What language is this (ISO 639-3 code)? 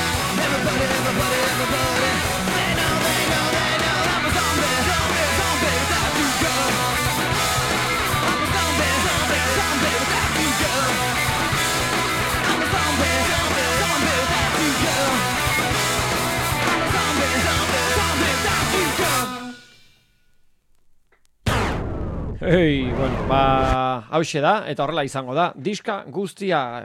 eus